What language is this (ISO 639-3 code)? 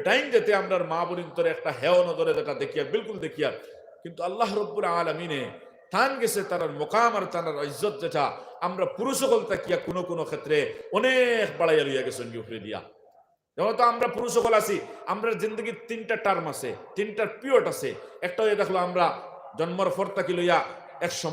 syl